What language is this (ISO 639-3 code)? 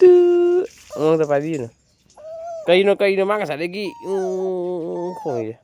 mni